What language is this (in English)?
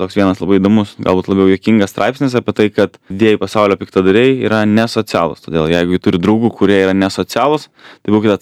Lithuanian